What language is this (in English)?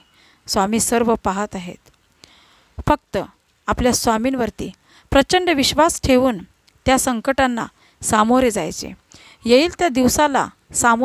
Marathi